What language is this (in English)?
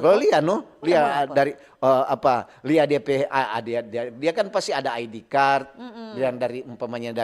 Manado Malay